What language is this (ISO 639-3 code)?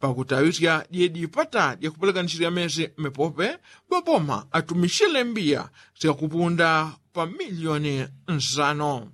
yao